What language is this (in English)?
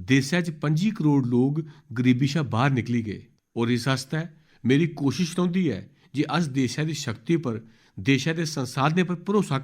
Dogri